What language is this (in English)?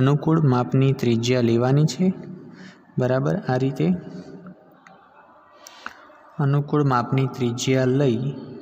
Gujarati